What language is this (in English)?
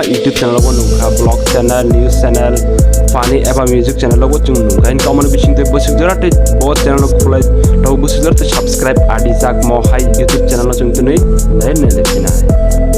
Kok Borok